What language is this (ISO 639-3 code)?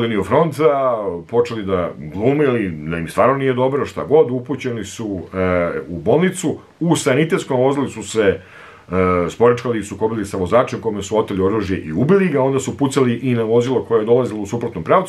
srp